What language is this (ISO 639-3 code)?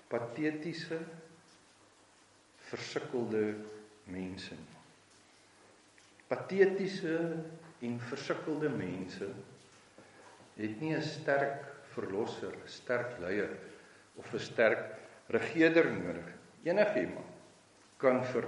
afr